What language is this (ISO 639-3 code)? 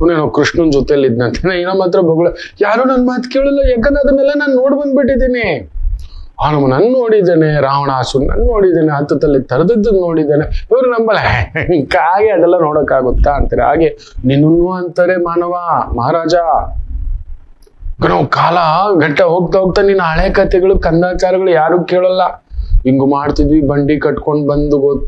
kan